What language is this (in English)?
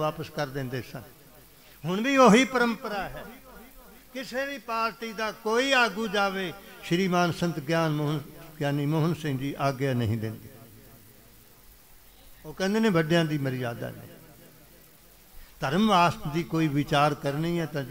Punjabi